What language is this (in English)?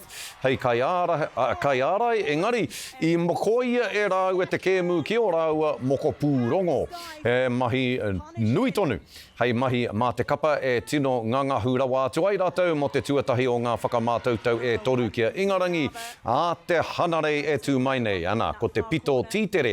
Māori